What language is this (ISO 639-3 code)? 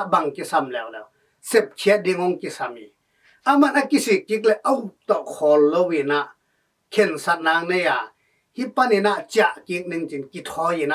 ctd